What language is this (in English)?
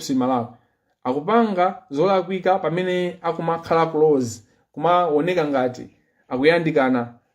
Nyanja